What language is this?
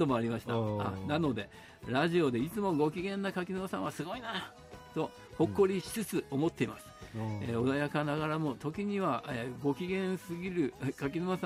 Japanese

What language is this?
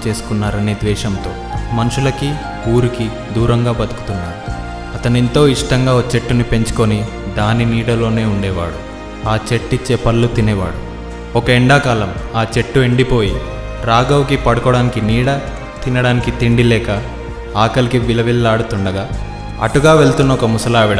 Telugu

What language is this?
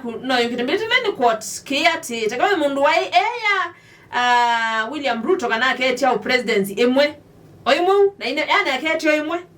Kamba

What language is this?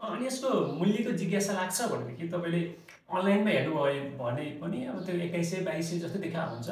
Nepali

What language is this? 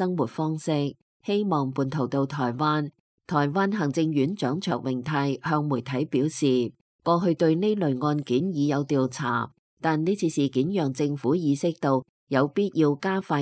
Cantonese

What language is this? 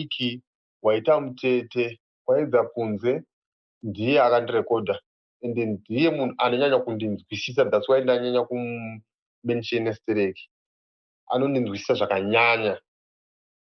Shona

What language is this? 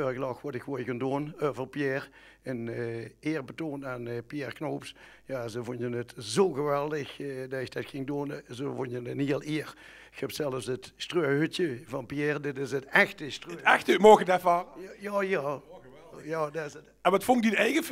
Limburgish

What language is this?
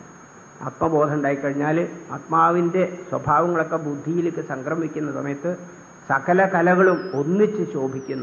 Malayalam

